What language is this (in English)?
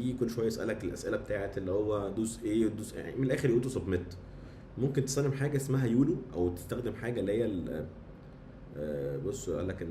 Egyptian Arabic